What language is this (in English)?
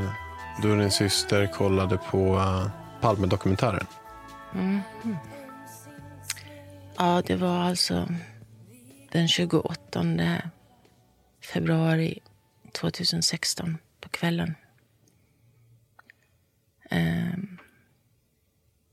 Swedish